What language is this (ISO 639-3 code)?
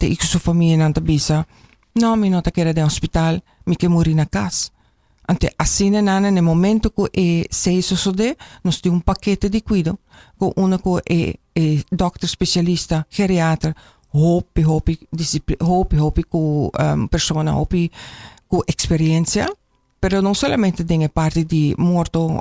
pap